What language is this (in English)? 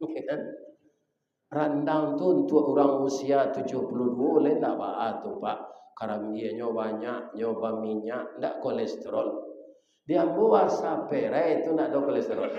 Minangkabau